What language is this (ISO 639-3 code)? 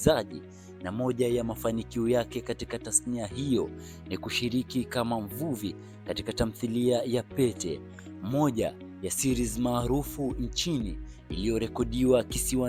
swa